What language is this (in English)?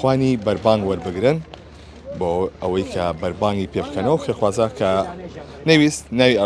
Central Kurdish